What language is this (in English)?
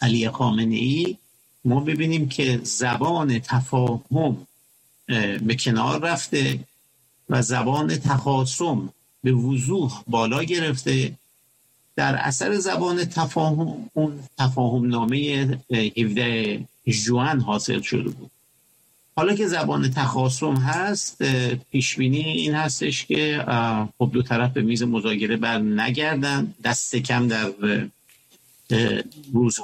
Persian